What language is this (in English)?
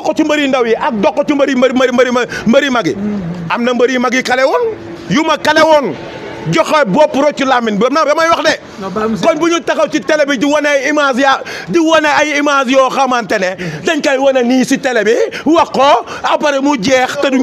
Wolof